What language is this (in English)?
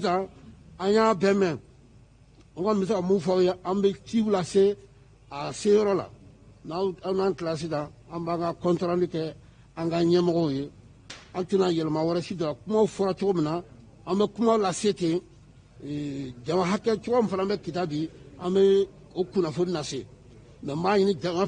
Bambara